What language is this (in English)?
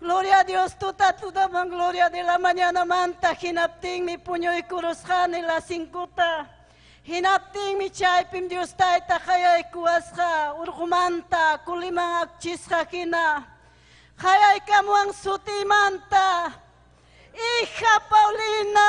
Ayacucho Quechua